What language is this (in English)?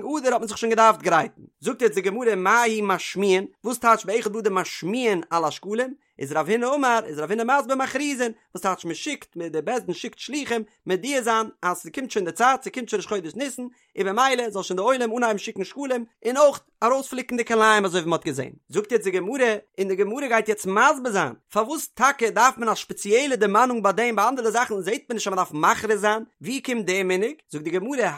Yiddish